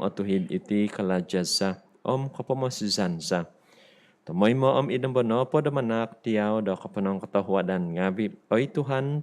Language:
Central Dusun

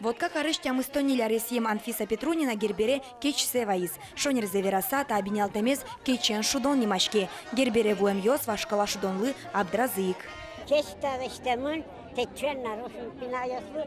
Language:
Udmurt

